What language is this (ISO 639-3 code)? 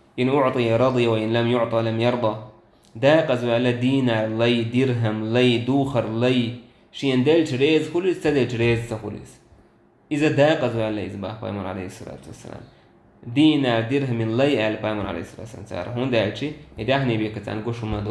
che